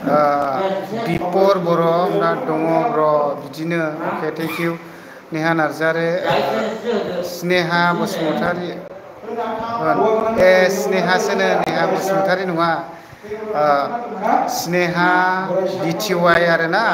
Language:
Bodo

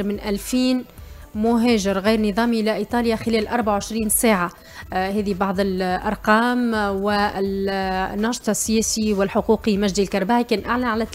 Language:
Tunisian Arabic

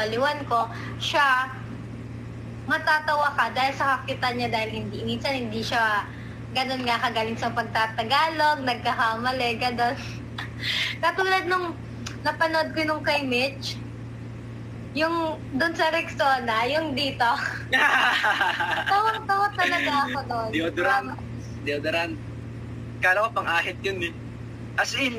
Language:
Filipino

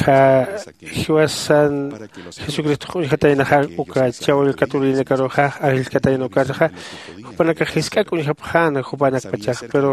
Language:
Aymara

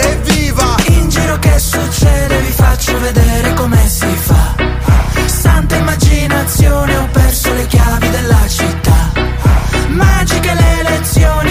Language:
Italian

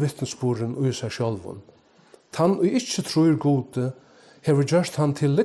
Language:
Faroese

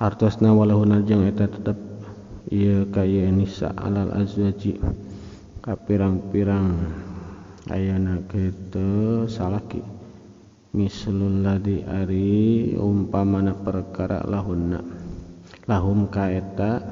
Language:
Sundanese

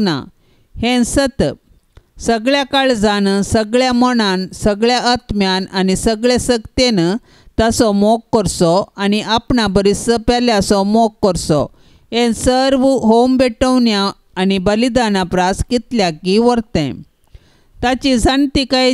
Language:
Konkani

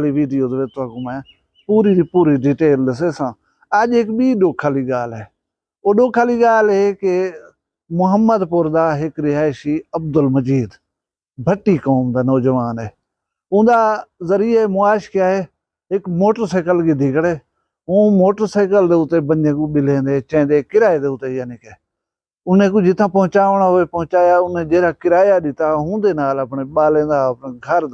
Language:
Saraiki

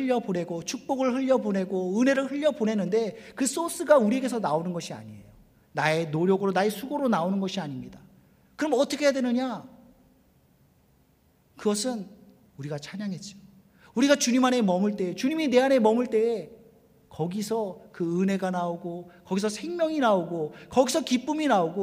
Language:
Korean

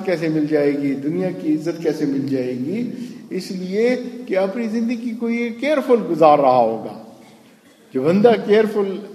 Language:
Urdu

